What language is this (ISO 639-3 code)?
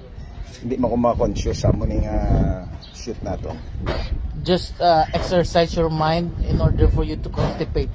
hil